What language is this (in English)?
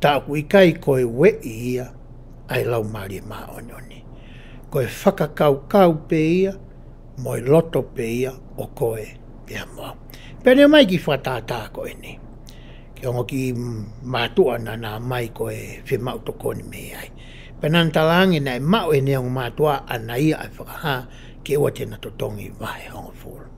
Tongan